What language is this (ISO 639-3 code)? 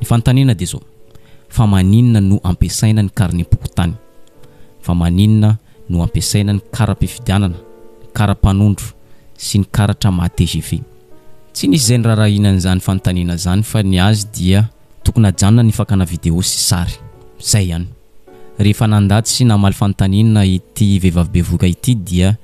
mlg